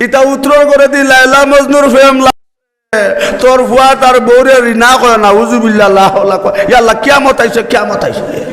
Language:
Sylheti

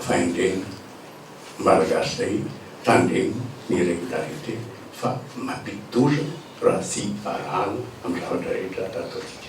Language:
Malagasy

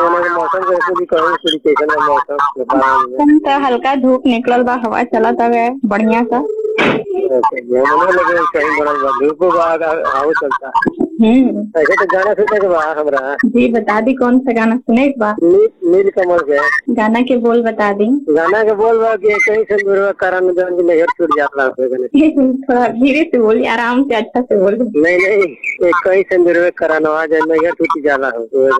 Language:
Bhojpuri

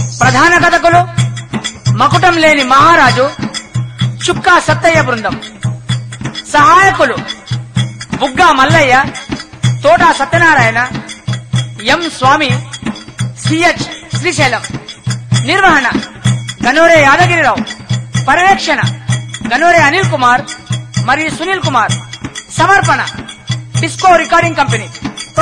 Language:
Telugu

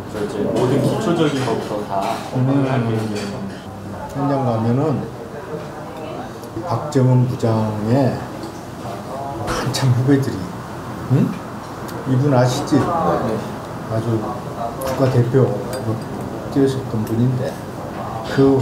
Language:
Korean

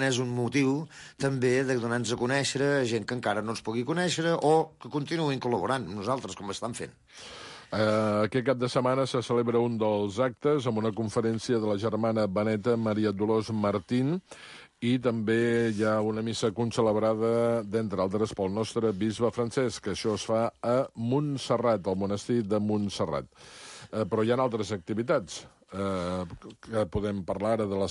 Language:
Catalan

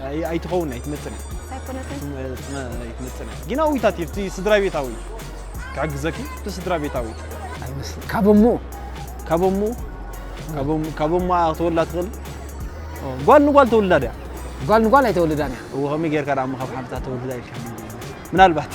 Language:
Tigrinya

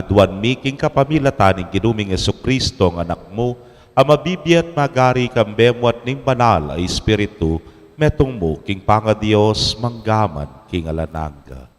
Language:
Pampanga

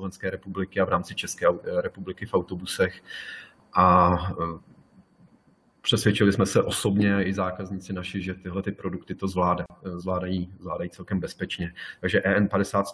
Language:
Czech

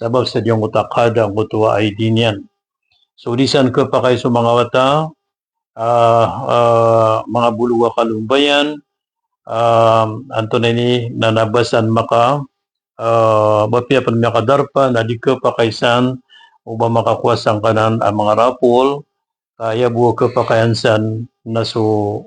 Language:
Maranao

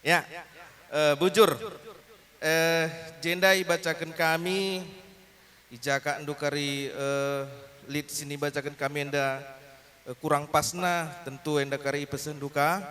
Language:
Batak Karo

